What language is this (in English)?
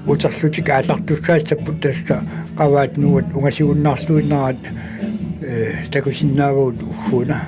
Kalaallisut